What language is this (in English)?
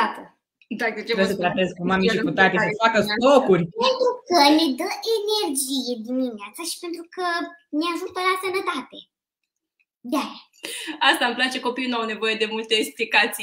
Romanian